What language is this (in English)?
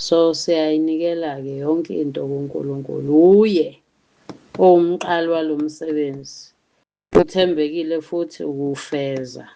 Zulu